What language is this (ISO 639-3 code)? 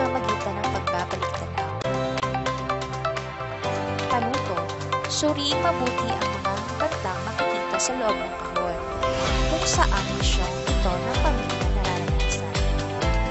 fil